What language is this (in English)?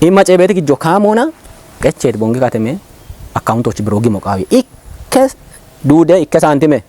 Kafa